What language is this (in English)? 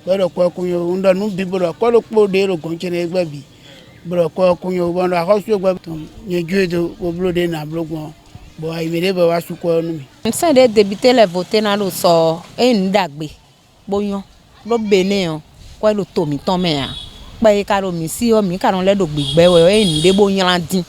Fon